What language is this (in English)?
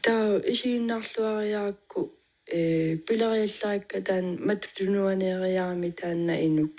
Kalaallisut